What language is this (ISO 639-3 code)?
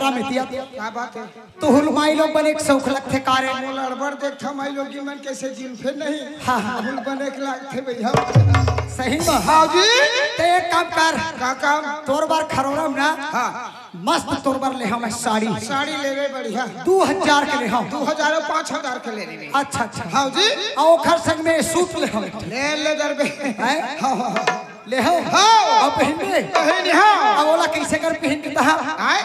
hne